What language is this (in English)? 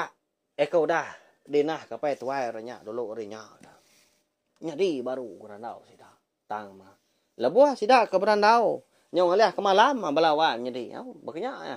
Iban